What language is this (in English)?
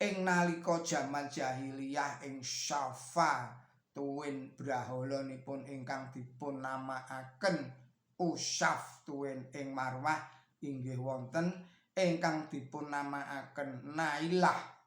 Javanese